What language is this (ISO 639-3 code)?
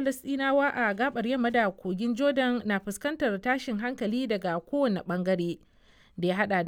hau